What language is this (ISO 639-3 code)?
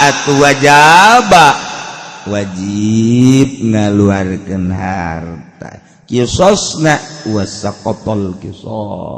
sun